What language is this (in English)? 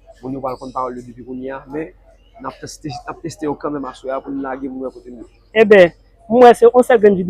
Haitian Creole